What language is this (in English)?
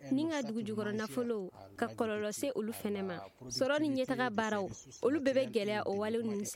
Bambara